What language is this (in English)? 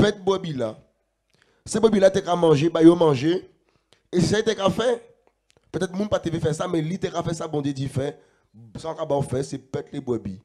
Guadeloupean Creole French